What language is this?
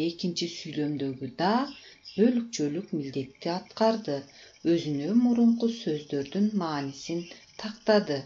Kyrgyz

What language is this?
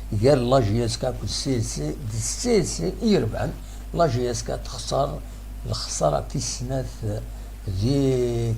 Kabyle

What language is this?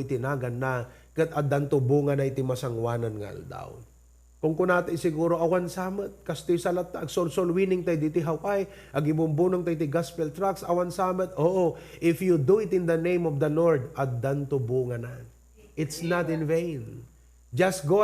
Iloko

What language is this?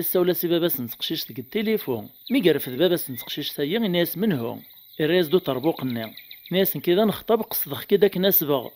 Kabyle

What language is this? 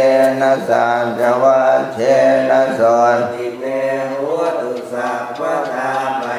Pali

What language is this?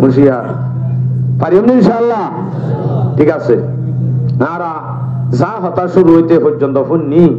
Rohingya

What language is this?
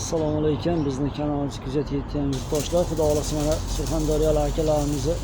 Uzbek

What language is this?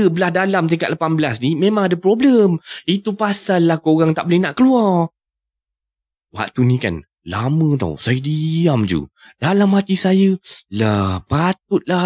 Malay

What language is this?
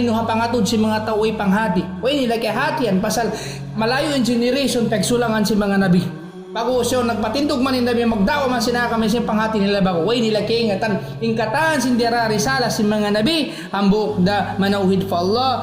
Tausug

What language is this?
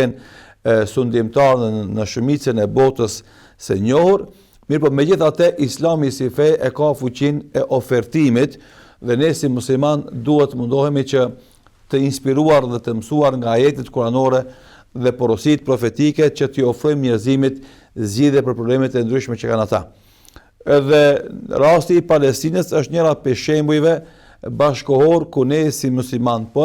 Albanian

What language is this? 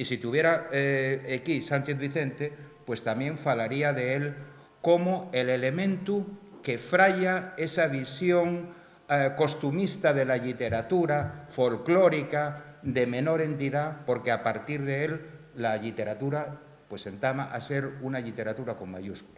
Asturian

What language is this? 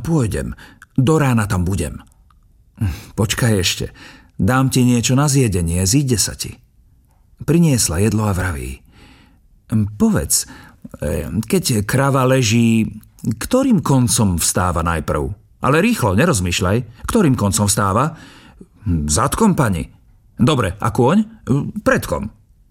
Slovak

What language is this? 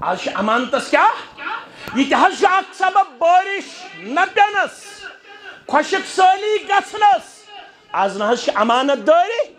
Kashmiri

